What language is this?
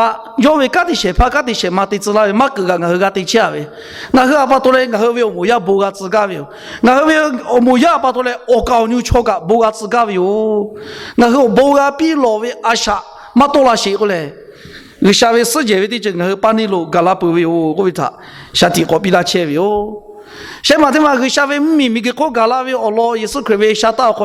Lahu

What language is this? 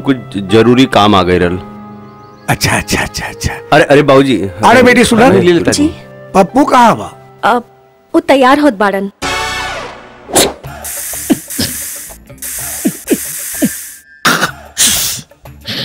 Bhojpuri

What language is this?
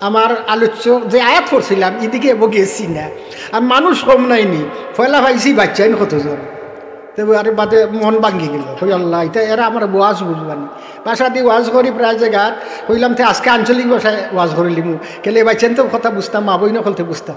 Sylheti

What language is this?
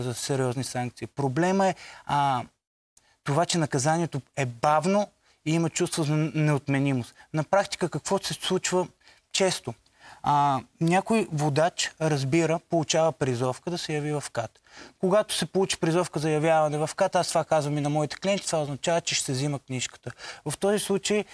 Bulgarian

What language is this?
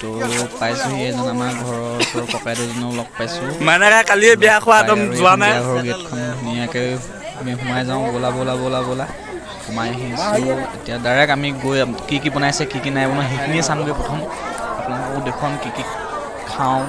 Assamese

